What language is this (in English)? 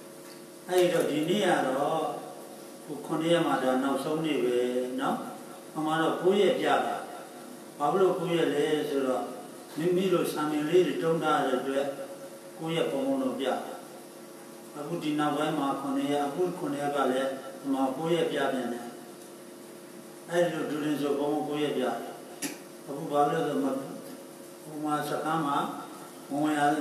Burmese